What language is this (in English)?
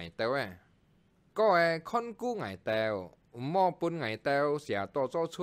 Hakka Chinese